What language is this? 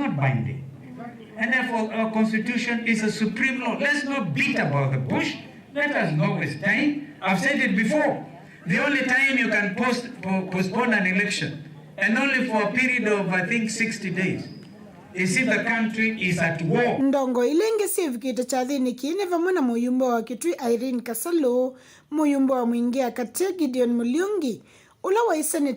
Kamba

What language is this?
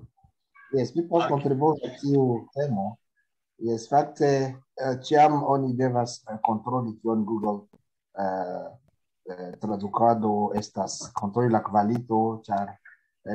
Esperanto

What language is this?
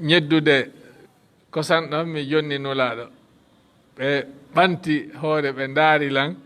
Fula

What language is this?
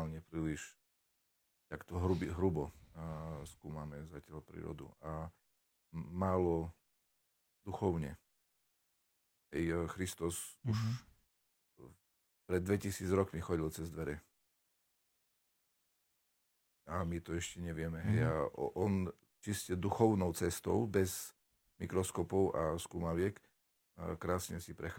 Slovak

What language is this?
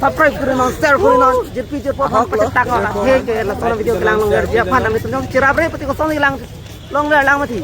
Karbi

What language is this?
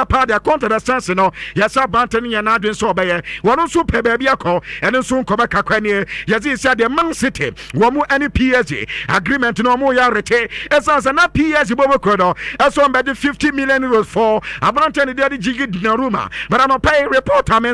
Akan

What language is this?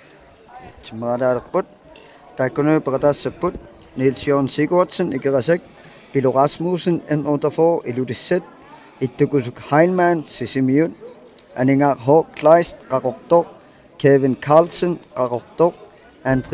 Kalaallisut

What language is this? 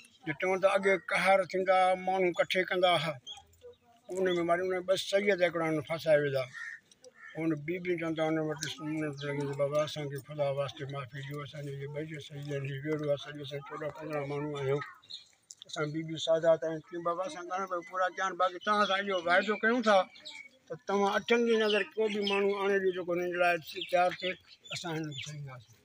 Sindhi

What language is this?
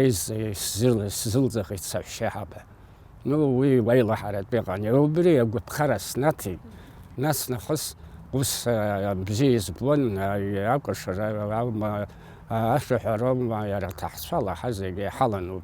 Abkhazian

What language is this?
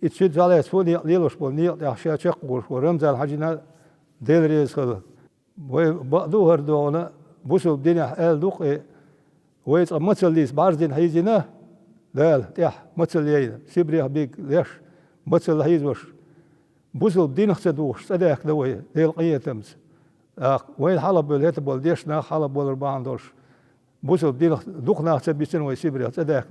Chechen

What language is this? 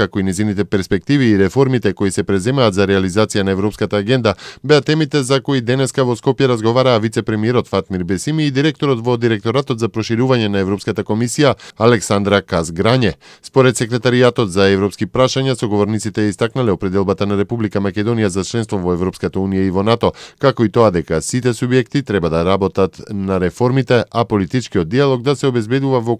Macedonian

